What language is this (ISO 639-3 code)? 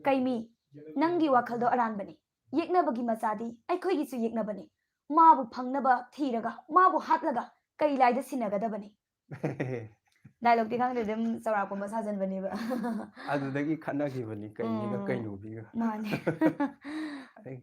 mni